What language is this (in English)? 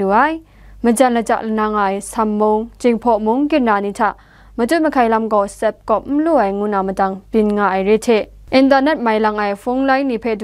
Kachin